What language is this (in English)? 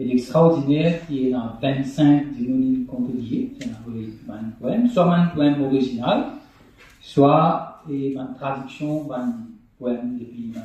Morisyen